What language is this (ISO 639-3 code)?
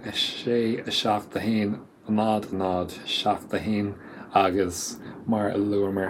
gle